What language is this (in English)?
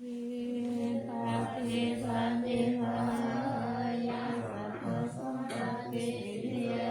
Pali